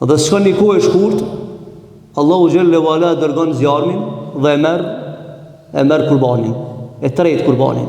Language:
Albanian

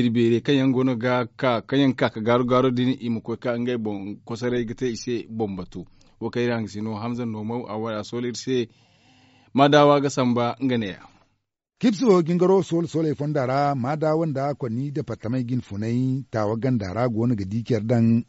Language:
Zarma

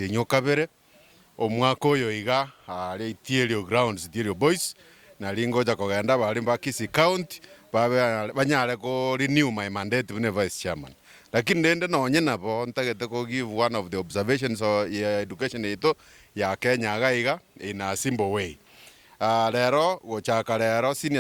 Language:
Gusii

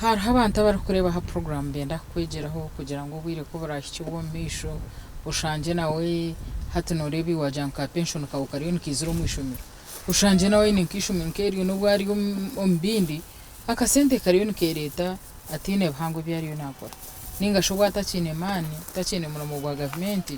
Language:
Nyankole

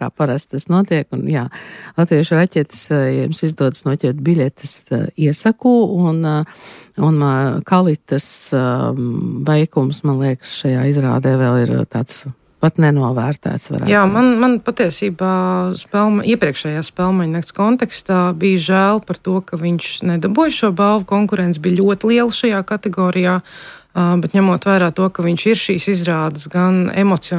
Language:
Latvian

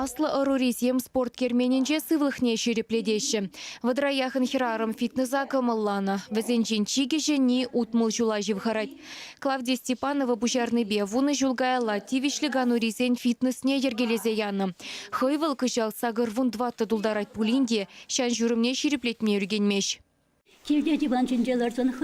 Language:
Chuvash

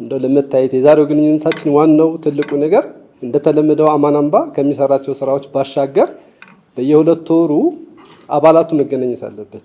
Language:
Amharic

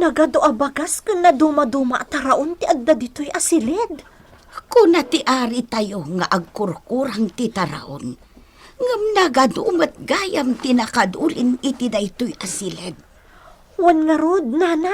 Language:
Iloko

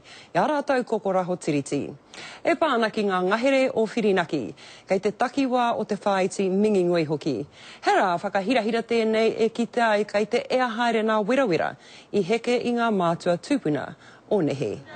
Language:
Māori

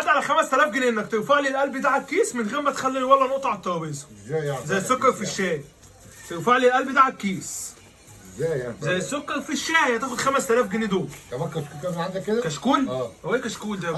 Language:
Egyptian Arabic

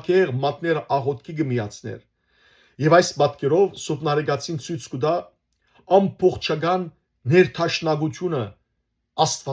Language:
Western Armenian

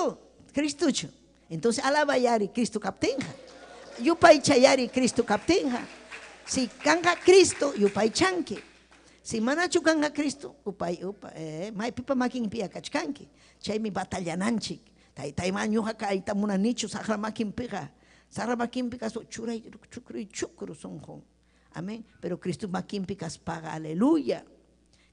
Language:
Ayacucho Quechua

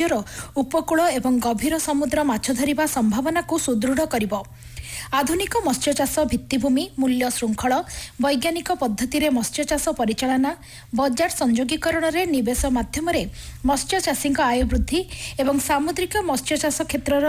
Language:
Odia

